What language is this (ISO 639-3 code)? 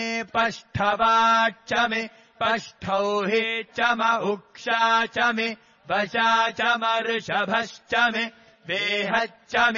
san